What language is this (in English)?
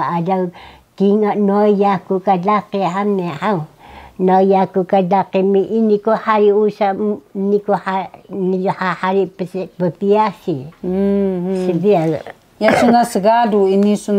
Taroko